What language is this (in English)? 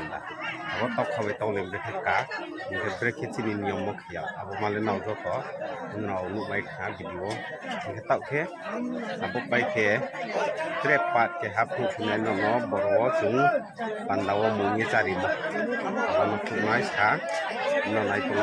Riang (India)